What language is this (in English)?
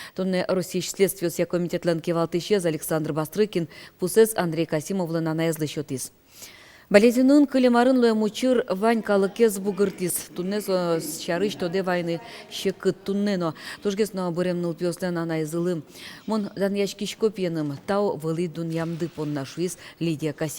Udmurt